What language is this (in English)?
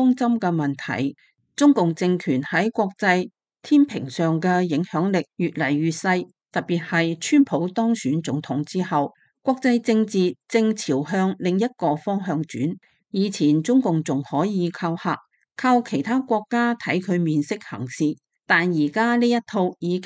Cantonese